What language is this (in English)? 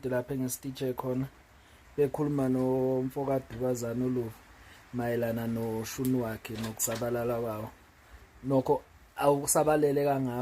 Zulu